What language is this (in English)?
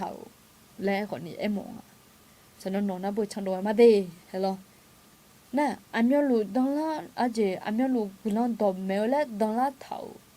Akha